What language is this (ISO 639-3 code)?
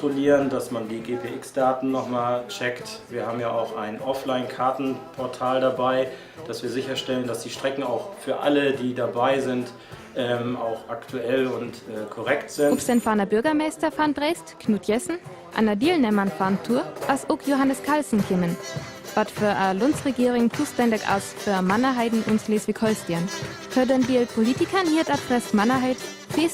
frr